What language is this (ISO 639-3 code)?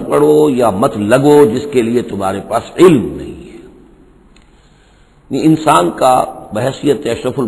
urd